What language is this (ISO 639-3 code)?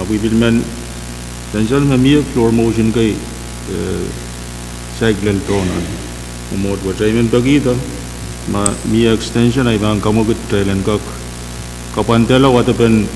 pon